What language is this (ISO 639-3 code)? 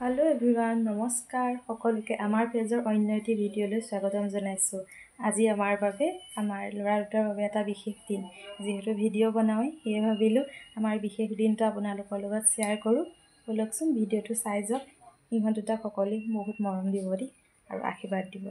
asm